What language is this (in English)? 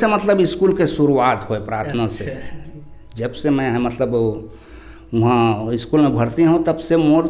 Chhattisgarhi